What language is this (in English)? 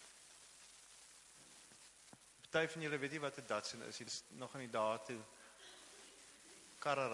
Afrikaans